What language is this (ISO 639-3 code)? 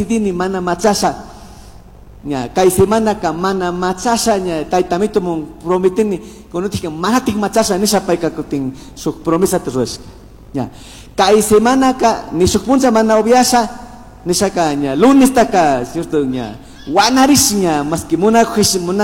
qug